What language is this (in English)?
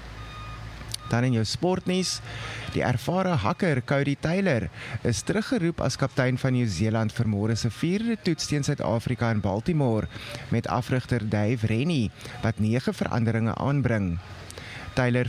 Afrikaans